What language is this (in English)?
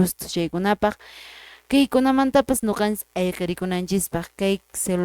Quechua